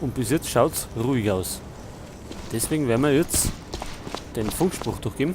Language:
Bavarian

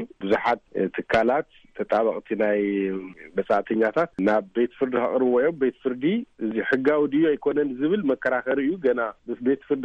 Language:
Tigrinya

